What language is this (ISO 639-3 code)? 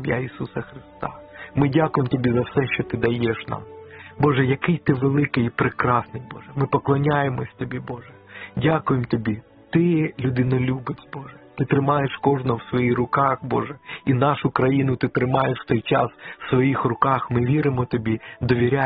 ukr